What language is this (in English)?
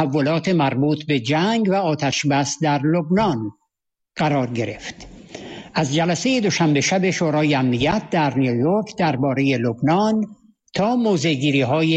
Persian